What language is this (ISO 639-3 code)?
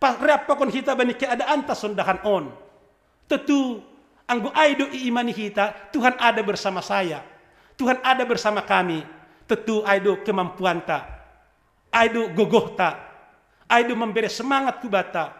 bts